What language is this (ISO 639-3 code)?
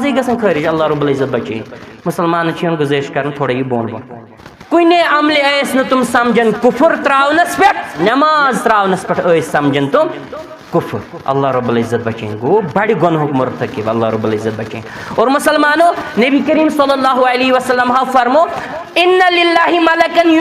kas